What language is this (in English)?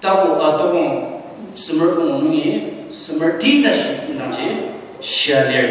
Ao Naga